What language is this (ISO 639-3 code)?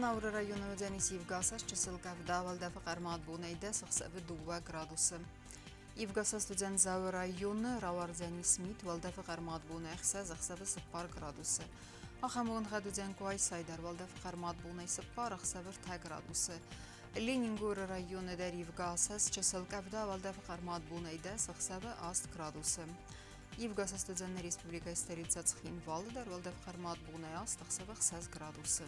oss